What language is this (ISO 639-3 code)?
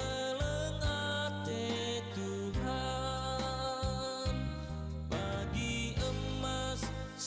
btx